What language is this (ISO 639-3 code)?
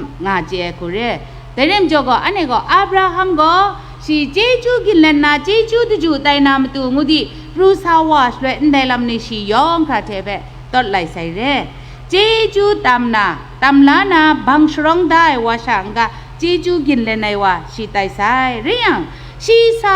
kac